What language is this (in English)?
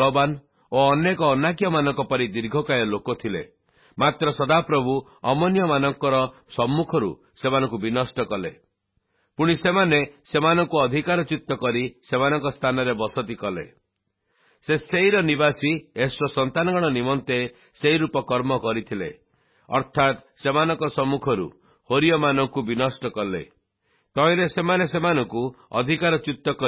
Odia